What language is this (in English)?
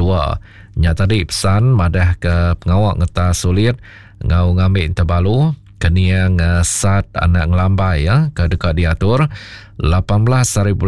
Iban